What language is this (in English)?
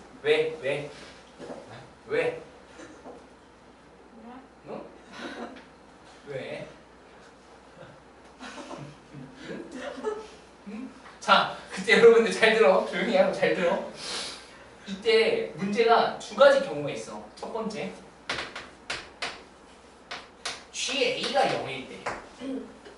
Korean